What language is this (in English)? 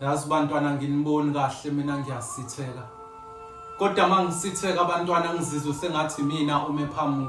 Zulu